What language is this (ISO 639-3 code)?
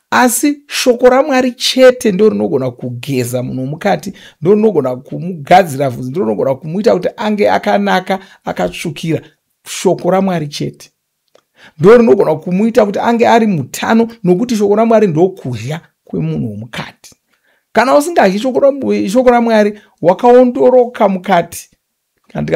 sna